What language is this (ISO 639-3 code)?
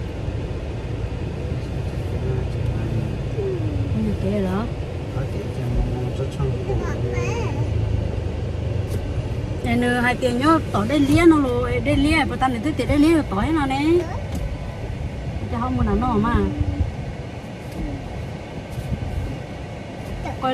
vie